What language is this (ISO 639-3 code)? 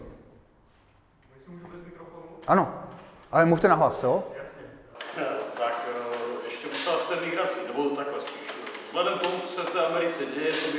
ces